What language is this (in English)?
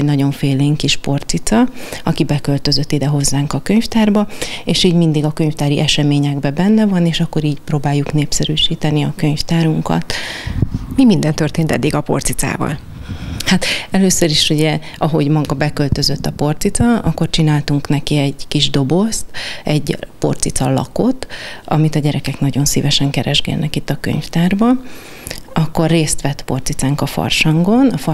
Hungarian